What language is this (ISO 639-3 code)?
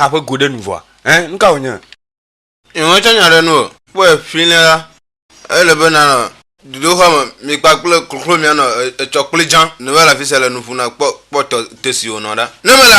ewe